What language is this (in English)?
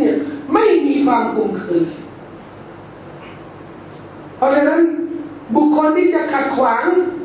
Thai